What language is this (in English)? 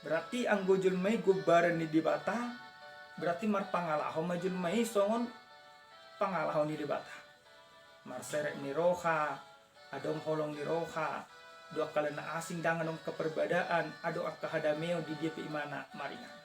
Batak Toba